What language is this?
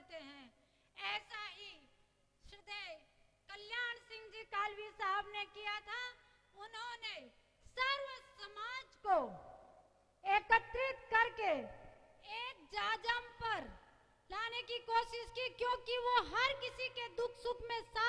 Hindi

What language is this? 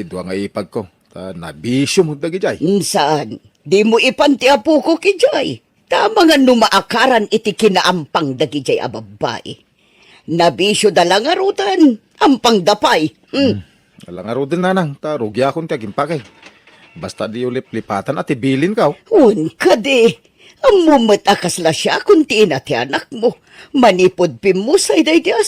Iloko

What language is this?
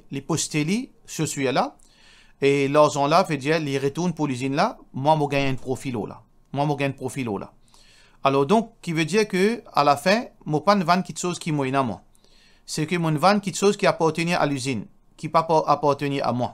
Morisyen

